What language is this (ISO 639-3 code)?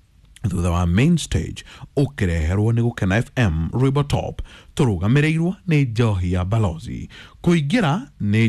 kik